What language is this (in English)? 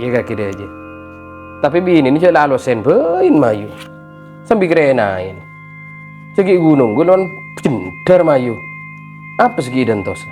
Madurese